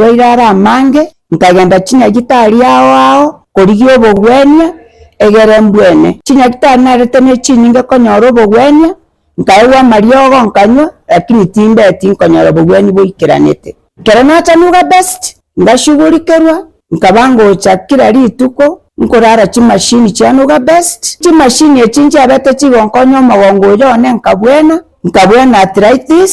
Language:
Gusii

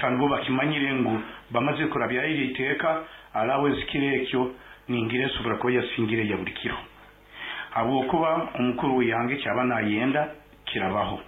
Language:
Nyankole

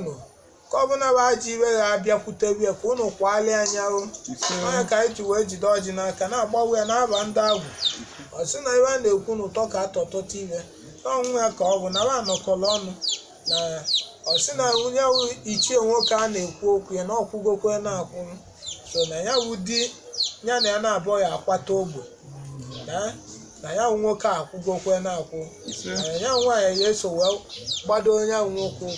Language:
Igbo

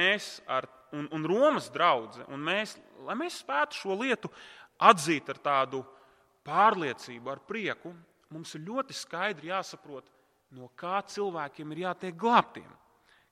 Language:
Latvian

